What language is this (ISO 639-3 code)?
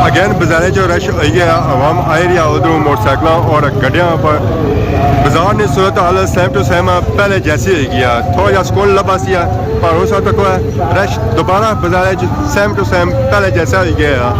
phr